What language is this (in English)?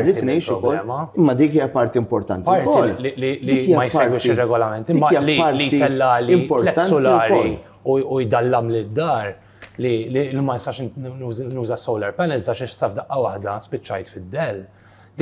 Maltese